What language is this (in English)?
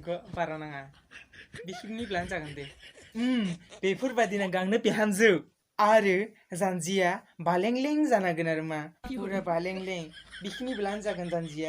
Bodo